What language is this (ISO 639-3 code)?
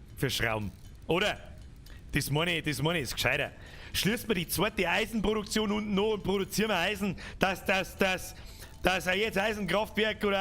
bar